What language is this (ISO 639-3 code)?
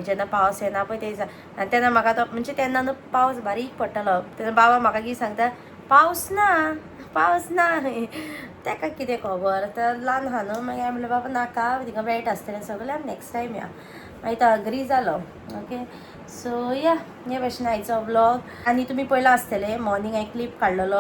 kok